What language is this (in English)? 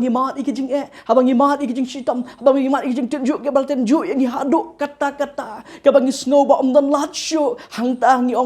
Khasi